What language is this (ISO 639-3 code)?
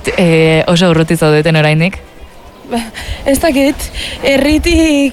eus